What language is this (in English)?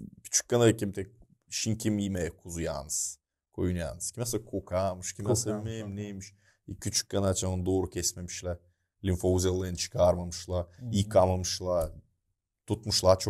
Gagauz